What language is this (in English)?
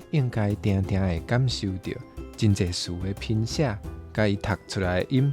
Min Nan Chinese